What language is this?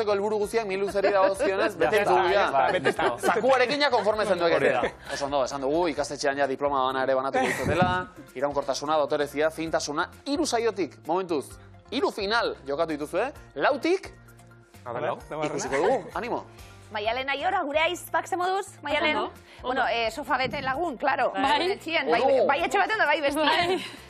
Basque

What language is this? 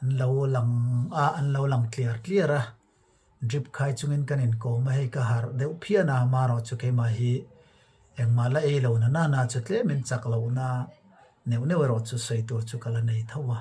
Mizo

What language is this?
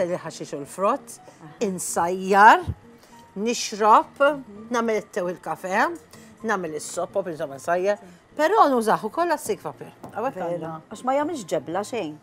Maltese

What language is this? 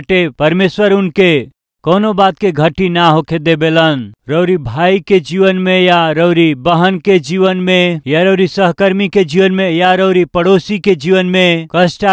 Bhojpuri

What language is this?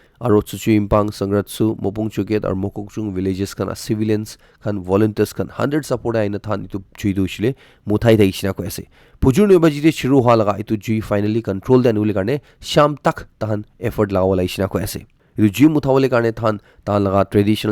Naga Pidgin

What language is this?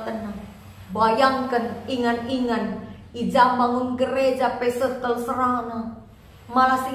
Batak Karo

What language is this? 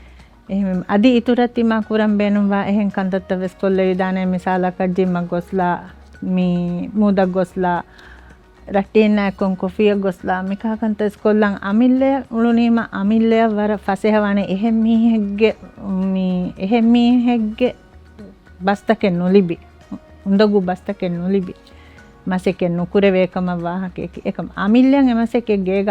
Divehi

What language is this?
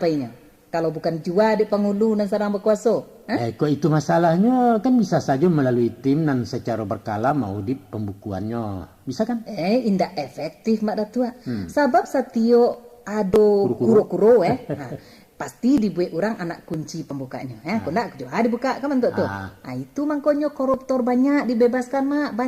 Minangkabau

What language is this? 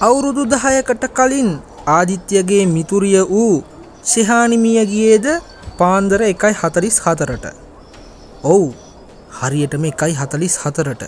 Sinhala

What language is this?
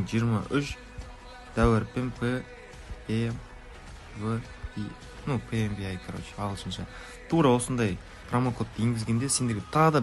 Kara-Kalpak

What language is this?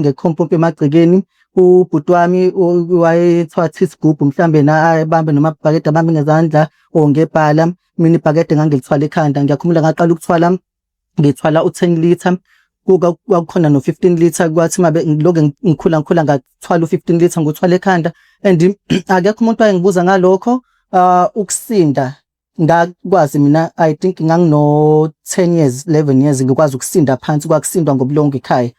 Zulu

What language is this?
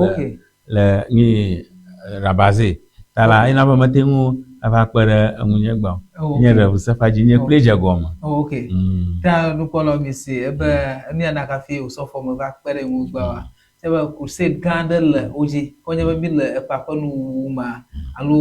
Ewe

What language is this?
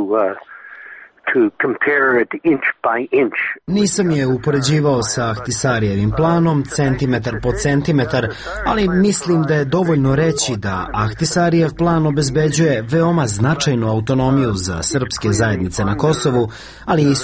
Serbian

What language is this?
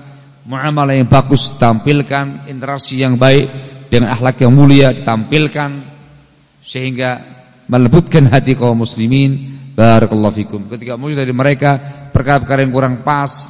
Indonesian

